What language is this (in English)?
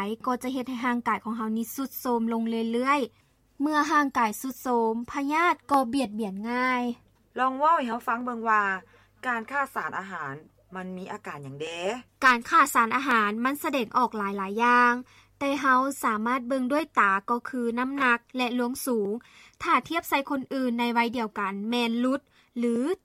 Lao